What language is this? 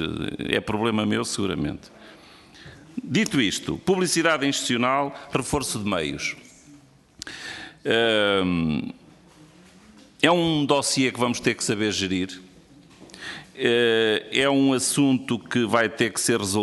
Portuguese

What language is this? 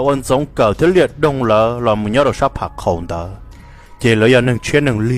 Hmong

